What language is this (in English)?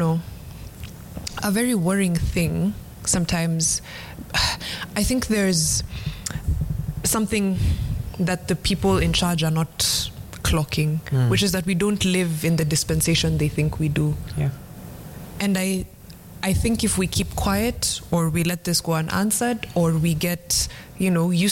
English